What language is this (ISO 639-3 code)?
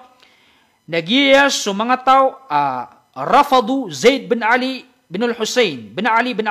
mrw